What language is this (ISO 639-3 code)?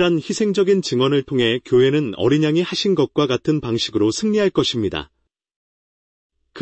kor